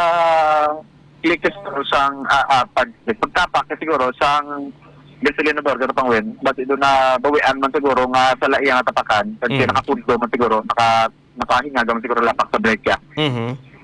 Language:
Hiligaynon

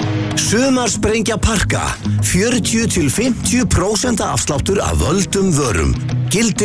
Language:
Icelandic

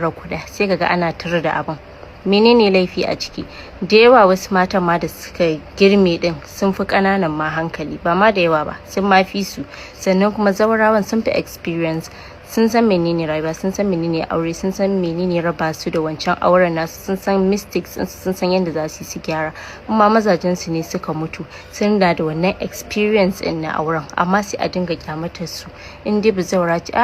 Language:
Hausa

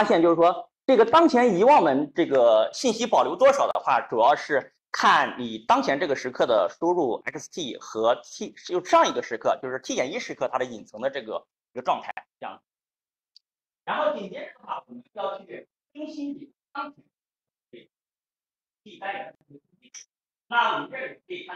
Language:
Chinese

